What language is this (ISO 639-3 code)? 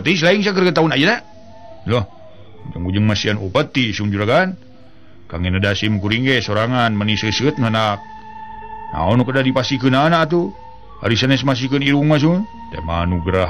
sun